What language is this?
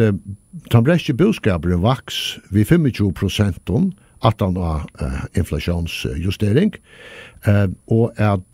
Faroese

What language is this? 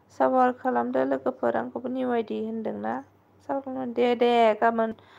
Bodo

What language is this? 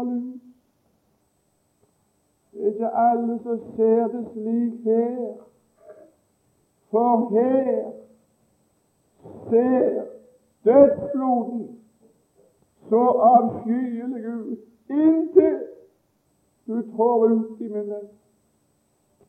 Norwegian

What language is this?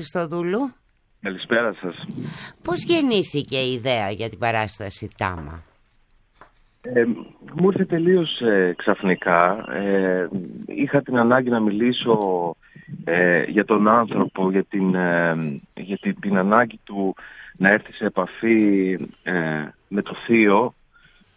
Greek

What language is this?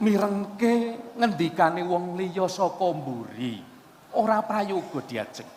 Javanese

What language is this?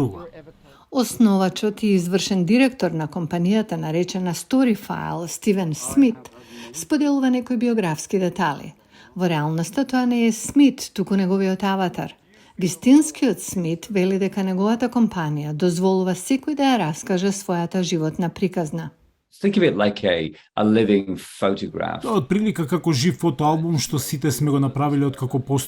Macedonian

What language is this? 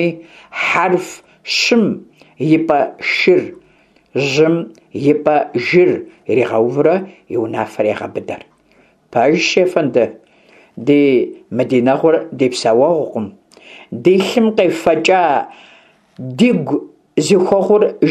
Kabardian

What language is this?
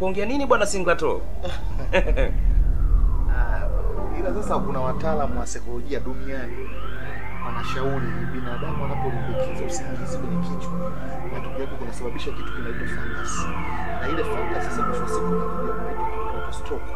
Swahili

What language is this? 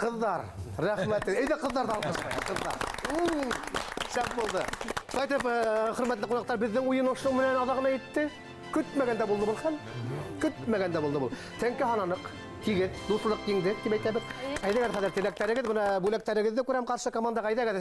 Bashkir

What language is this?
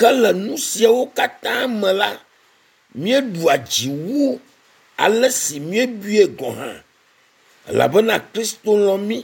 Ewe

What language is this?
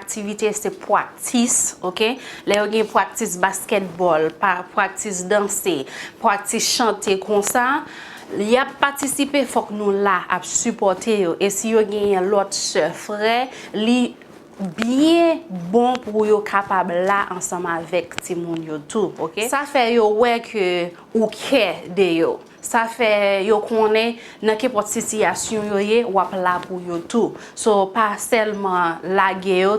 Haitian Creole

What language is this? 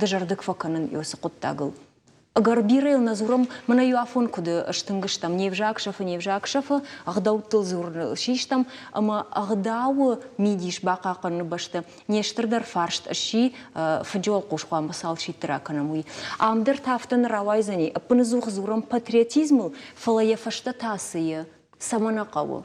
Ossetic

